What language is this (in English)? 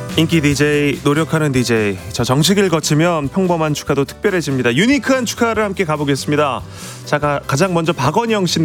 Korean